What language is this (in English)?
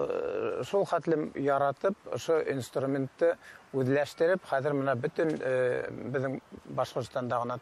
Bashkir